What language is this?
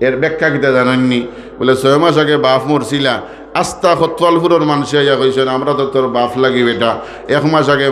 Sylheti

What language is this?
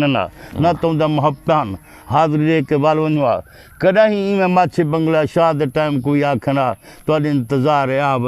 Saraiki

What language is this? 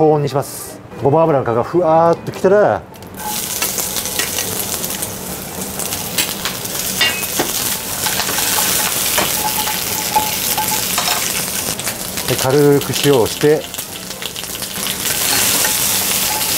Japanese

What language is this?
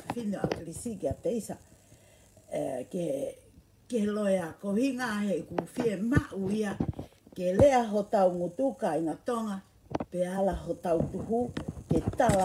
Tongan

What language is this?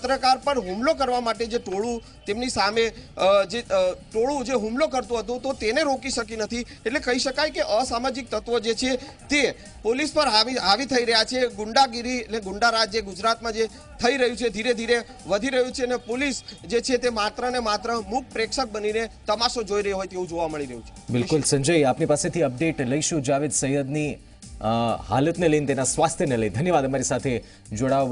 Gujarati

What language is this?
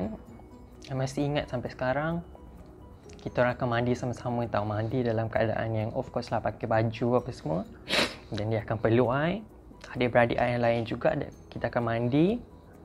Malay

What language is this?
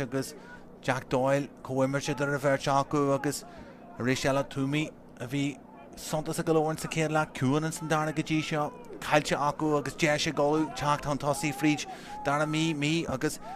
Irish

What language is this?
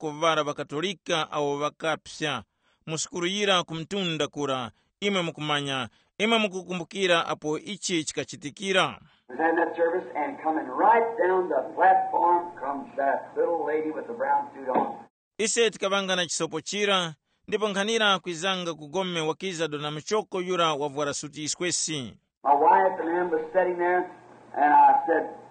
Tumbuka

